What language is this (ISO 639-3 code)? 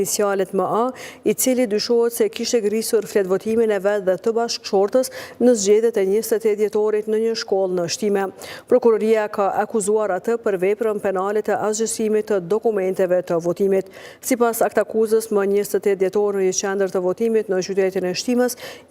sqi